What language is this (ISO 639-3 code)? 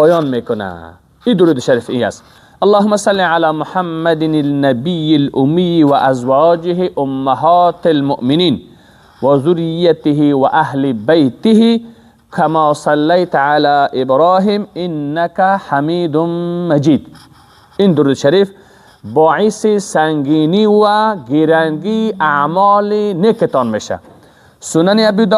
fas